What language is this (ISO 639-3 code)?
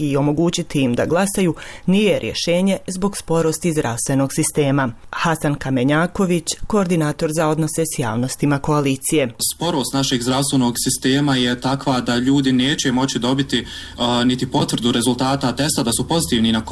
bos